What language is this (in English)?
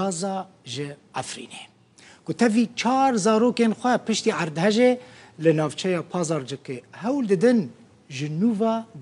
Kurdish